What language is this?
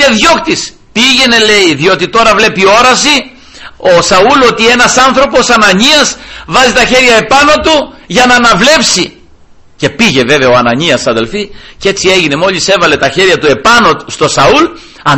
Greek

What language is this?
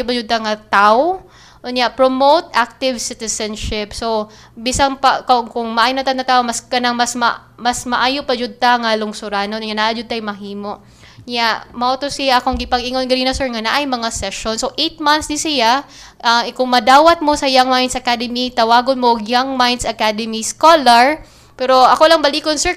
Cebuano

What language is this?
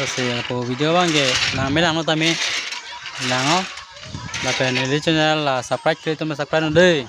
Karbi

